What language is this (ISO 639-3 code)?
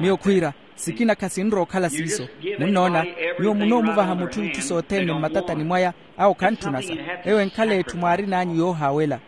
vmw